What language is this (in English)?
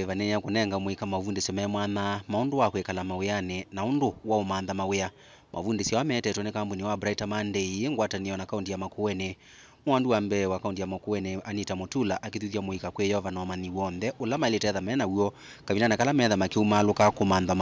Kamba